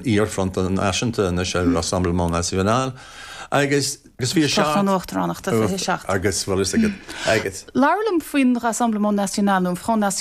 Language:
Irish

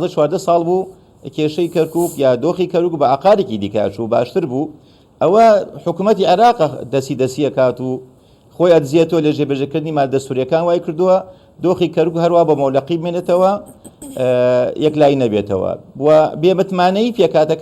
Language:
Central Kurdish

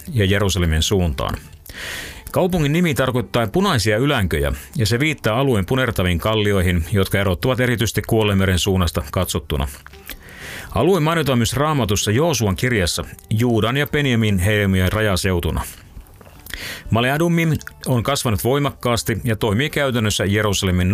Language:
Finnish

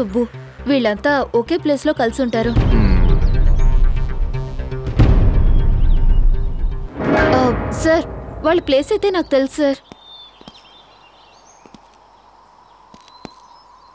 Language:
Telugu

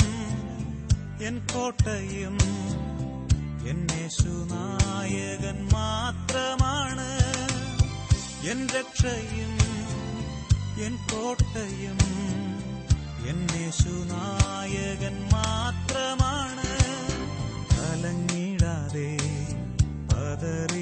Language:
Malayalam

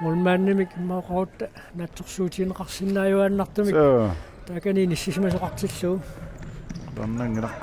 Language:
Kalaallisut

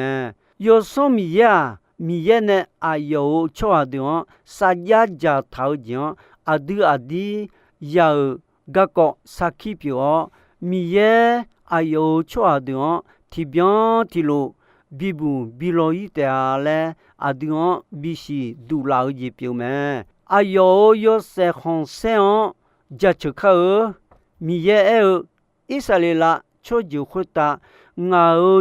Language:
Akha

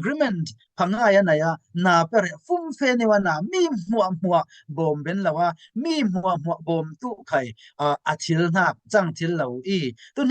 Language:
Falam Chin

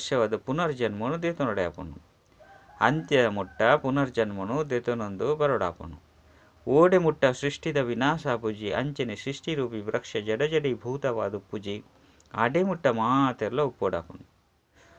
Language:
Tulu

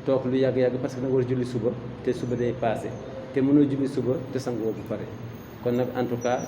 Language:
Wolof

